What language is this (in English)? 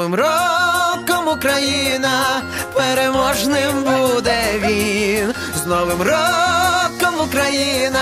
Ukrainian